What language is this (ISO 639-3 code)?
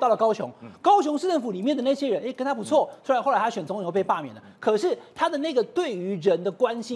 zho